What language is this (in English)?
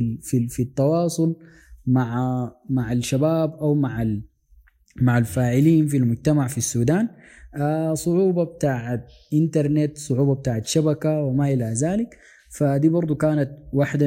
Sudanese Arabic